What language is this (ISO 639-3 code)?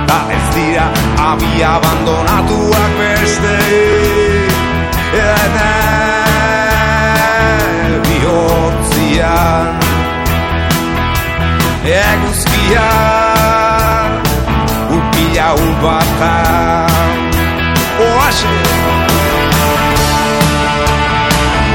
eus